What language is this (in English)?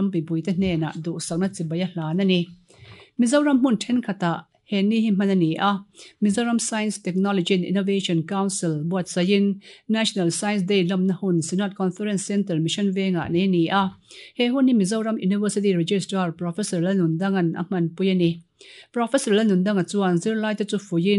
Mizo